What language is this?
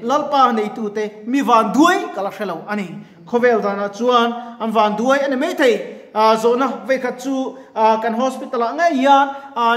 Mizo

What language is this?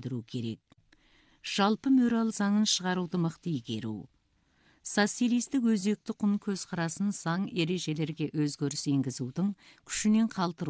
Kazakh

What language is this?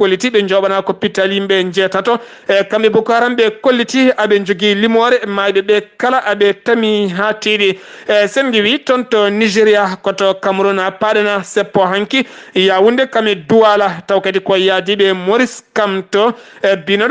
Fula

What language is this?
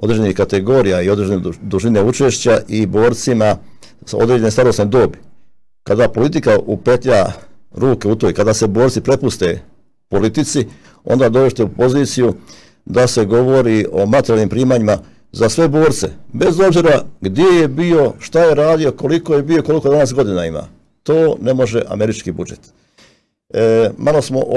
Serbian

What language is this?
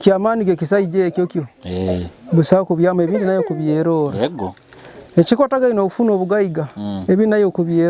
Nyoro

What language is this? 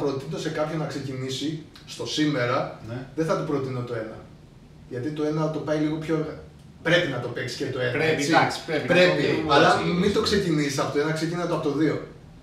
Greek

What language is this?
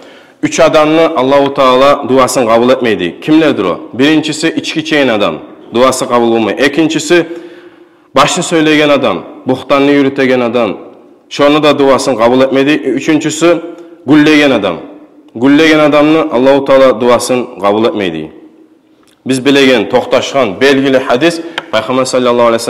Kumyk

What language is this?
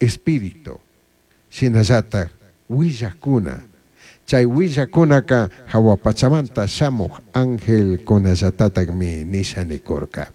Chimborazo Highland Quichua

